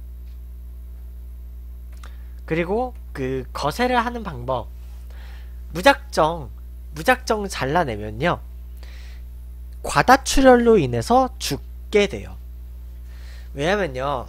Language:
Korean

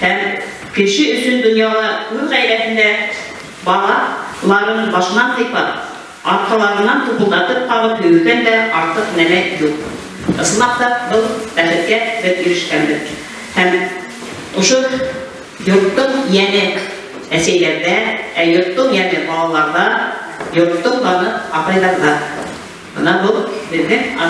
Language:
Bashkir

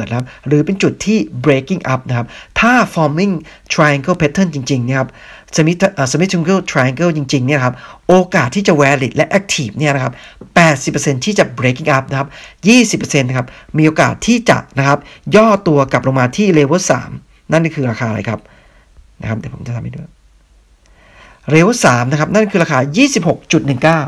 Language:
Thai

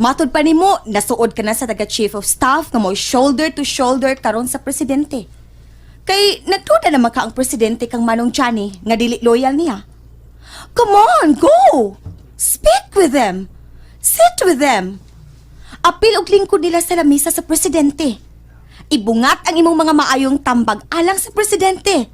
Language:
Cebuano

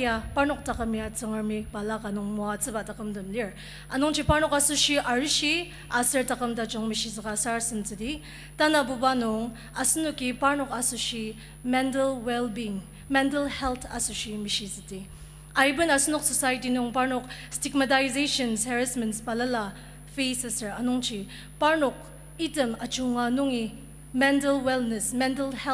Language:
Ao Naga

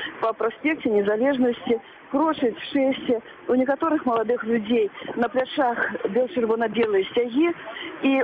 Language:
Belarusian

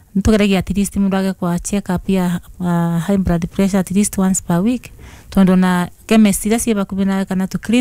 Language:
Kikuyu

